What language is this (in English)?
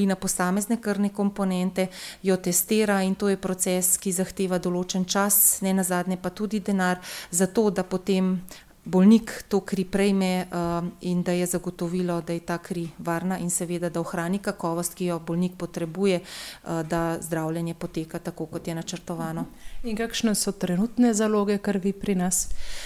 Slovenian